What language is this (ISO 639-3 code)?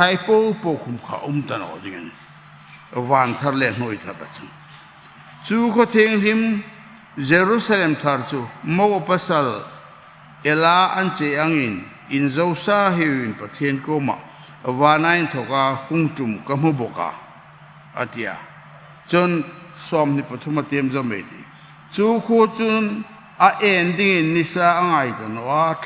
hmr